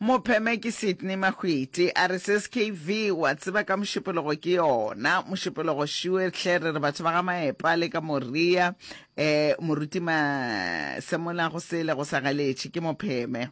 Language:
Northern Sotho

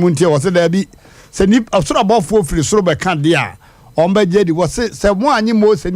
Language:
Akan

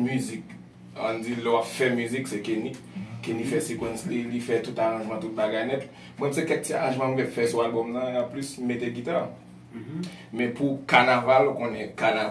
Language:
Haitian Creole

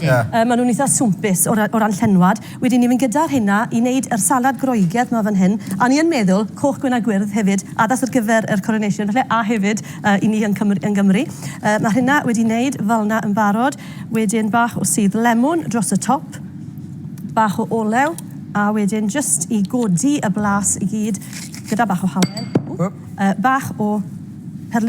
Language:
Welsh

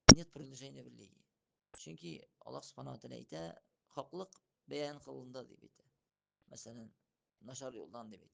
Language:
Tatar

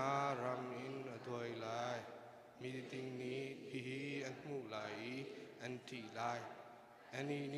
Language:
Hakha Chin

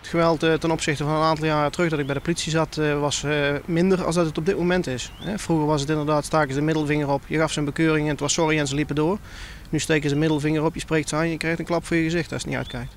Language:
Western Frisian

